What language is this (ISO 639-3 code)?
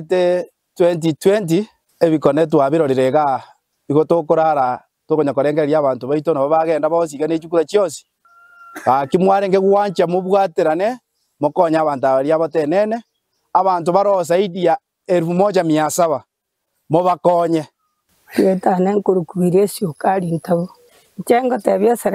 guz